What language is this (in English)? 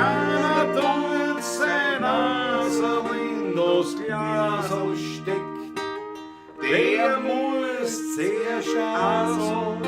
Bavarian